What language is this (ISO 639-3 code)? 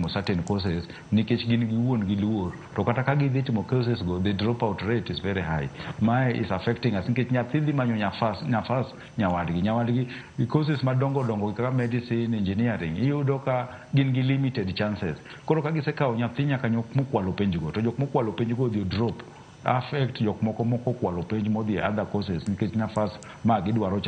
luo